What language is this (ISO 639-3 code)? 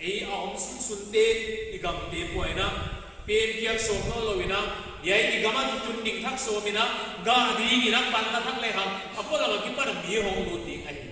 pck